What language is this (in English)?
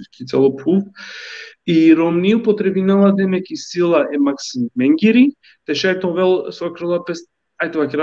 Balkan Romani